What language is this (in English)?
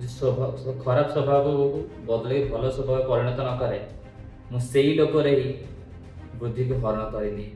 Odia